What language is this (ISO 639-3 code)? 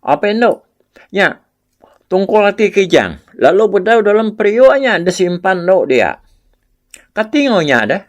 iba